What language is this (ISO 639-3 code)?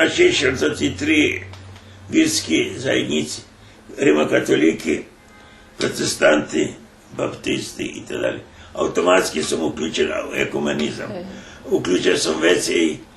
rue